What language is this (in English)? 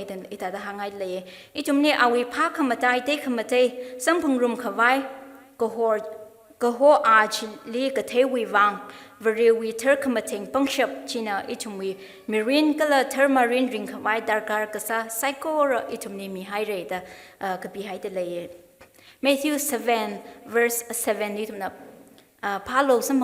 Tangkhul Naga (India)